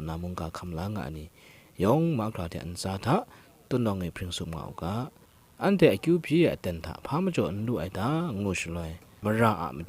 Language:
Kachin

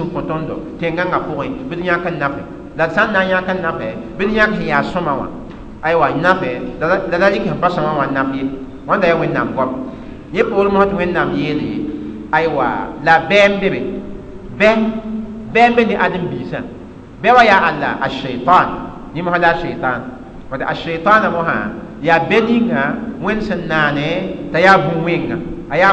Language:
Mossi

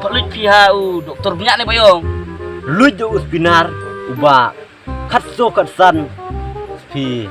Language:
Khasi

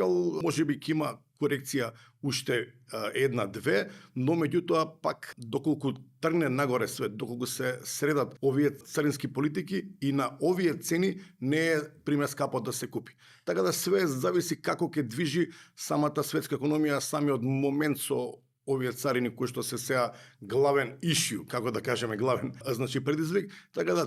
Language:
Macedonian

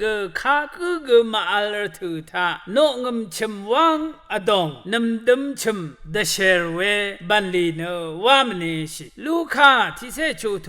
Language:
Rawang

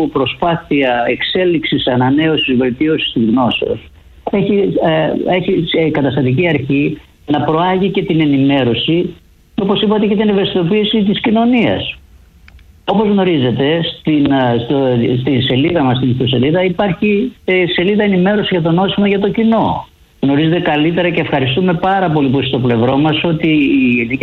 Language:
Greek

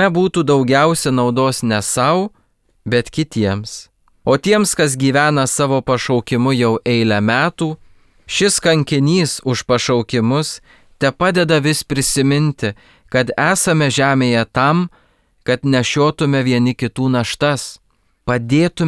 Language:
Lithuanian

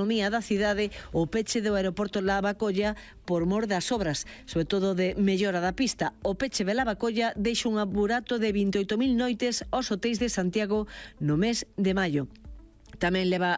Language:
Galician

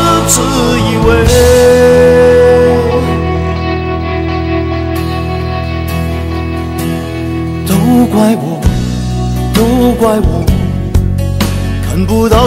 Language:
Chinese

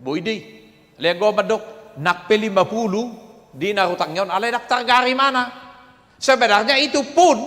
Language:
Batak Toba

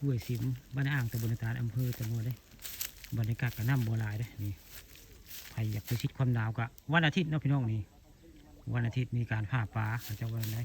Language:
Northeastern Thai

